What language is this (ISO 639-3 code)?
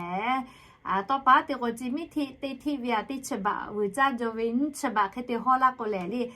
lhu